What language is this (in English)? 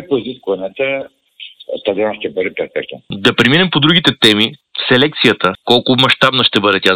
Bulgarian